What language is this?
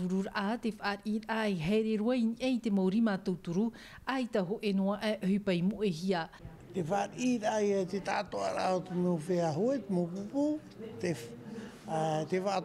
Tahitian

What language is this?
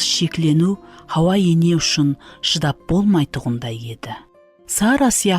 Kara-Kalpak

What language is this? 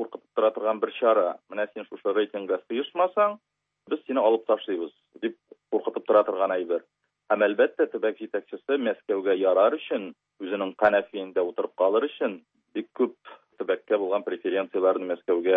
Tatar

